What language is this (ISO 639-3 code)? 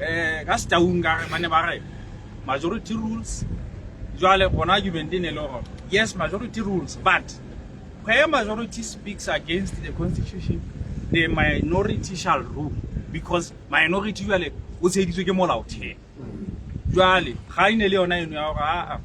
sot